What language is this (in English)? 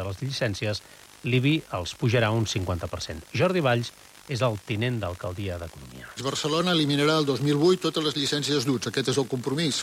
Catalan